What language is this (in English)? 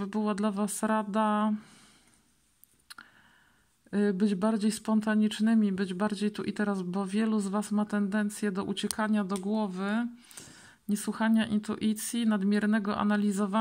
Polish